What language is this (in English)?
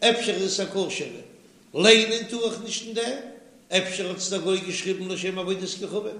Yiddish